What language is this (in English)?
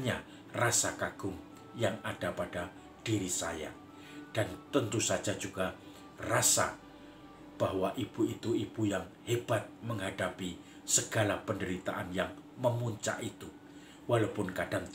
Indonesian